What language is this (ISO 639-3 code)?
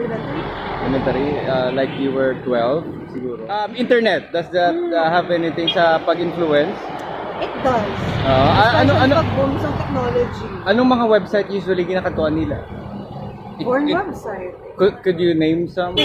hil